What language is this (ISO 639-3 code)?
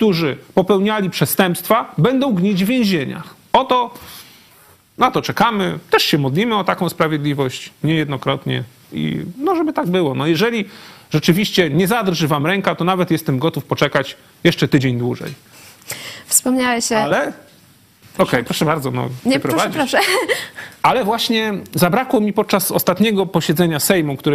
pol